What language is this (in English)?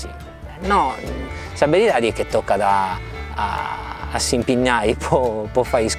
Sardinian